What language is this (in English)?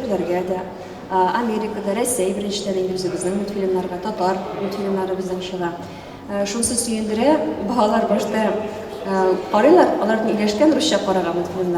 Tatar